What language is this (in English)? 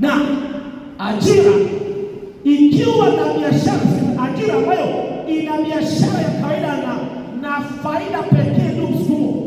Swahili